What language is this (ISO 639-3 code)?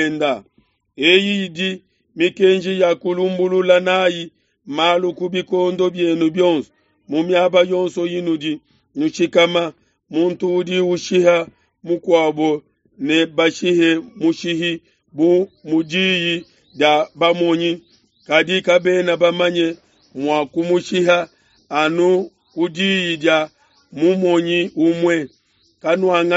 lua